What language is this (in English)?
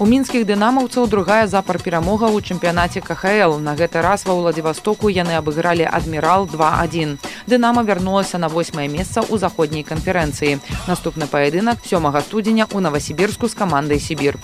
Belarusian